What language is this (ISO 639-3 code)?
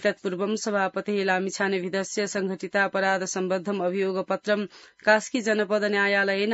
san